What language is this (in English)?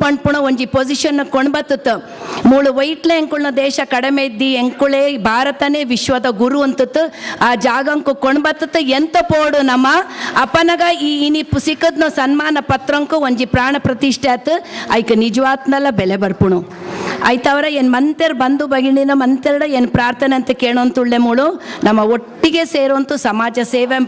Tulu